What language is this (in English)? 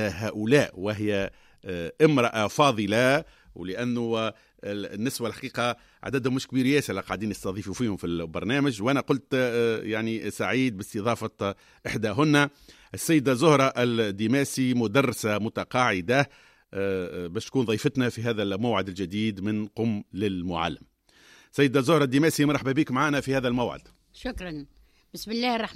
Tunisian Arabic